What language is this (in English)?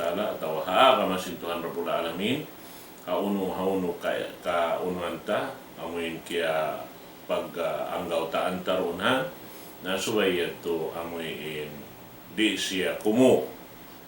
Tausug